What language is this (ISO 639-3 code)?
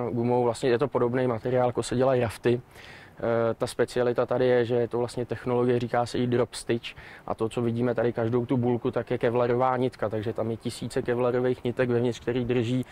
ces